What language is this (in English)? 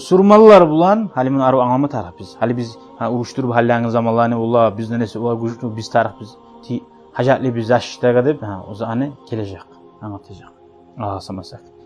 Kumyk